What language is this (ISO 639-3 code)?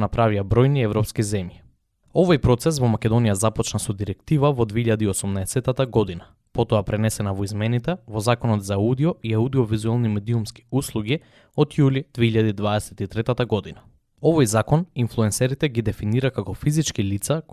mkd